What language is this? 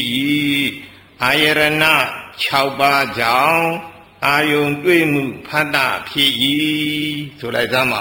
Burmese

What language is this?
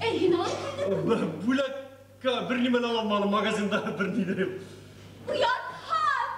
Bashkir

